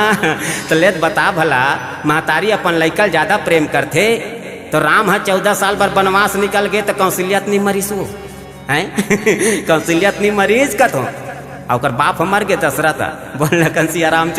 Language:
Chhattisgarhi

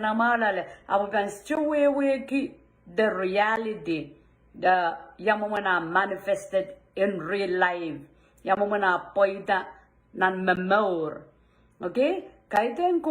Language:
Pohnpeian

